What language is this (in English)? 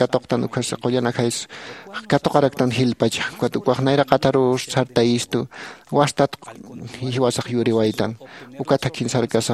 Aymara